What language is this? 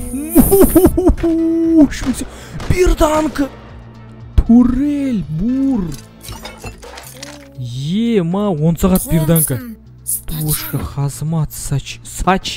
Kazakh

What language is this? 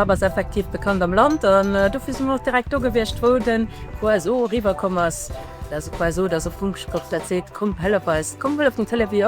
Luxembourgish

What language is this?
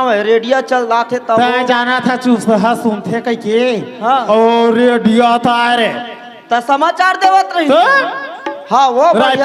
Chhattisgarhi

